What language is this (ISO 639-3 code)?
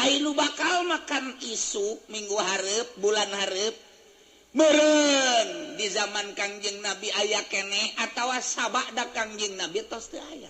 sun